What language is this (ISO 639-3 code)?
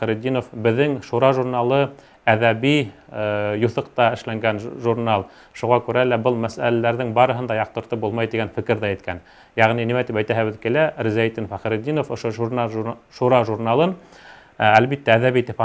bak